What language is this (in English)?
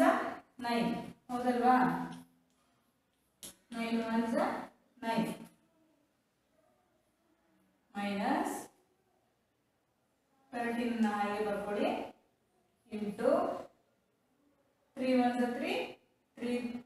Kannada